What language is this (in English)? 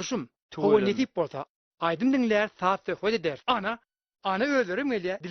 Turkmen